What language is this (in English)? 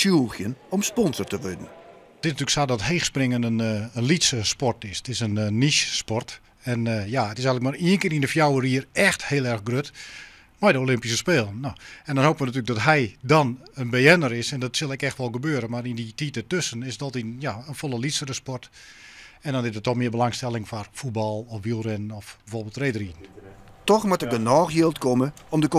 Western Frisian